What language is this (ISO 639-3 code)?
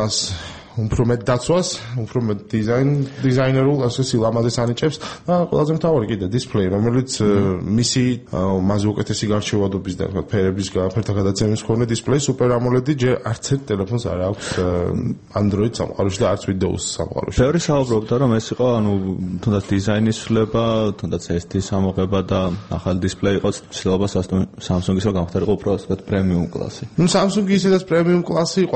kat